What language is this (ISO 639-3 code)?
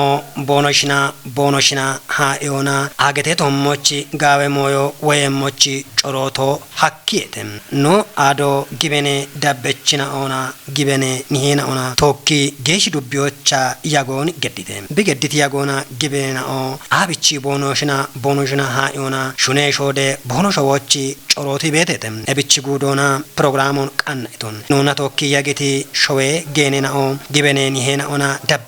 kbr